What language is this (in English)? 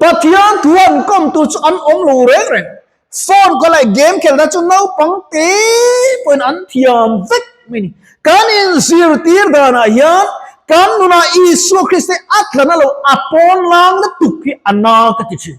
Mizo